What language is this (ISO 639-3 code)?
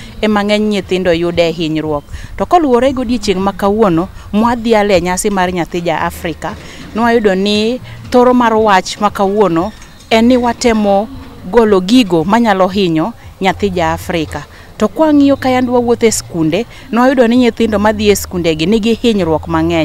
luo